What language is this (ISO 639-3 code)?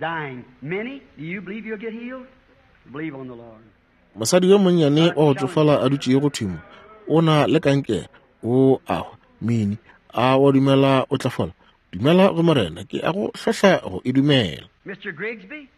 nso